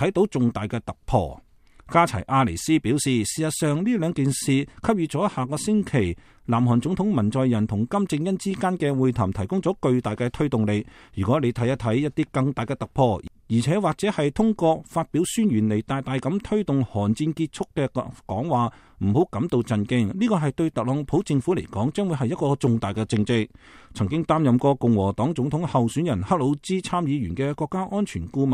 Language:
Cantonese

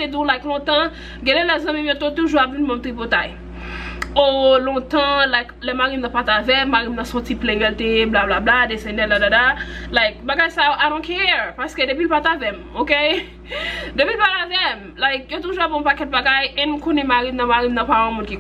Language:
Haitian Creole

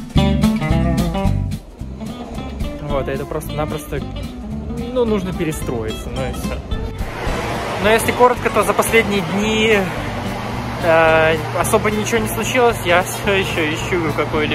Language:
Russian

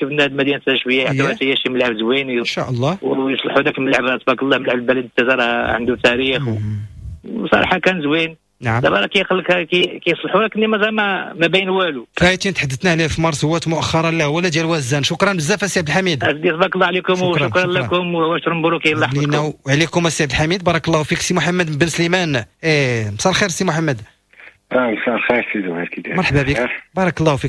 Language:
Moroccan Arabic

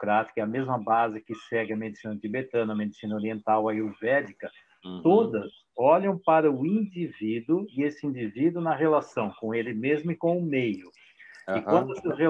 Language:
Portuguese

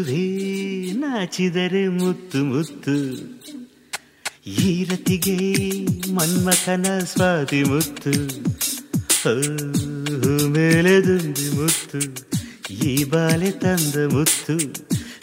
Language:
Kannada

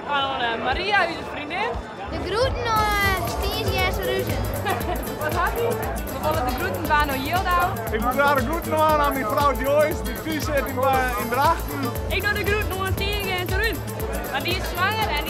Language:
Western Frisian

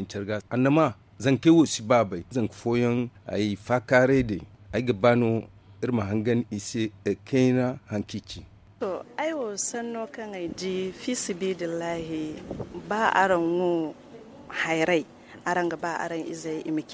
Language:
Zarma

